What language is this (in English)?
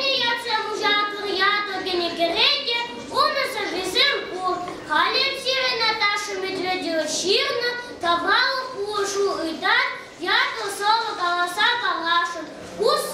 Chuvash